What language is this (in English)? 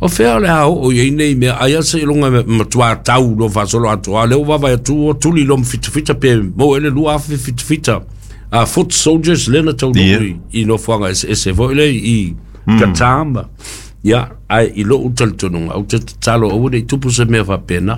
Samoan